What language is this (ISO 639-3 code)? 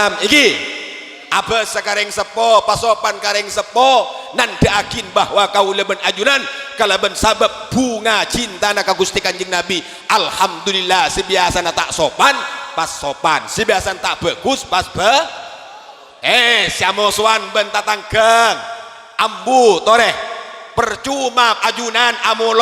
mad